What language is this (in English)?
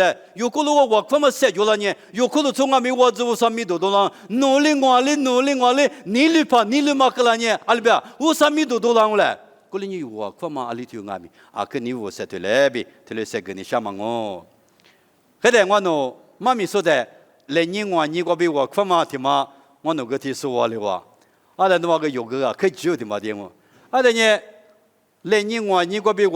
Lisu